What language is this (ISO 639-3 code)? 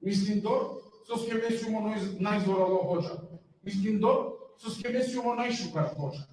rmn